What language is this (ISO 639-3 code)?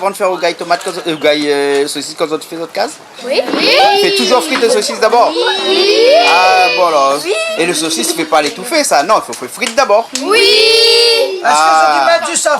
rcf